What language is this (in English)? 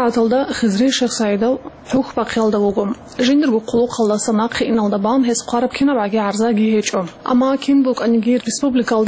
Avaric